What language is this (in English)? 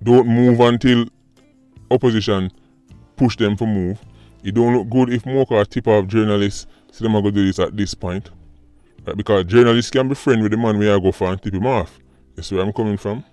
Jamaican Creole English